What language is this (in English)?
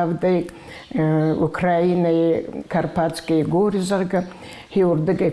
Ossetic